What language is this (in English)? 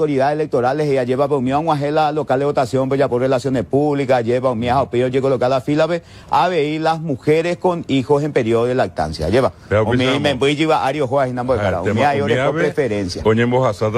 Guarani